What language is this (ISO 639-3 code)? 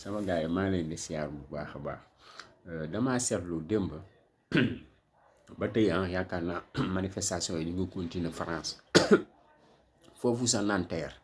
wol